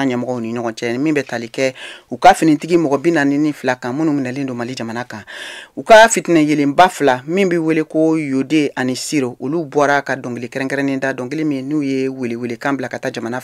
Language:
Bambara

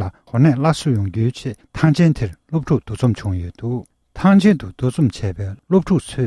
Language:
Tibetan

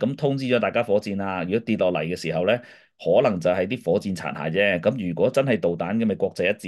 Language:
Cantonese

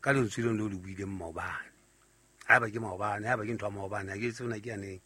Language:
Southern Sotho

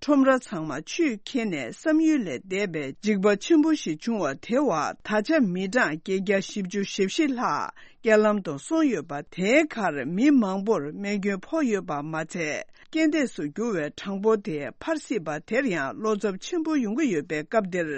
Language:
Tibetan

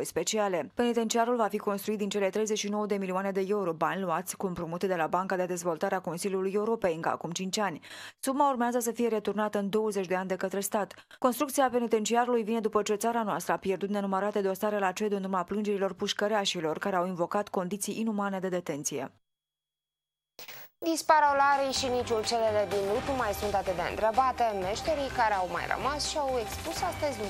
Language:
Romanian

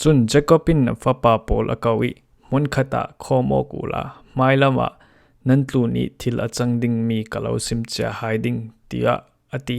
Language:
Falam Chin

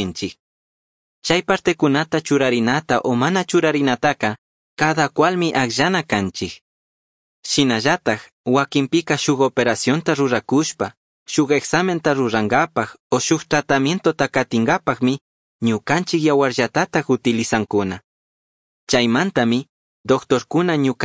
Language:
Chimborazo Highland Quichua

